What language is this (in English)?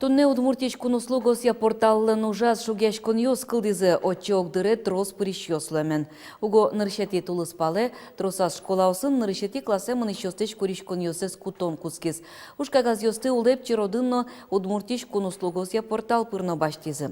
Udmurt